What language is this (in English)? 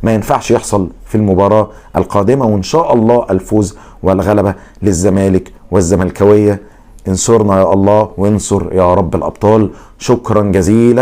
Egyptian Arabic